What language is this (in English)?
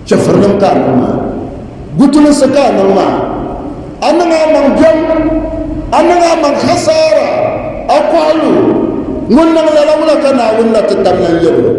Dagbani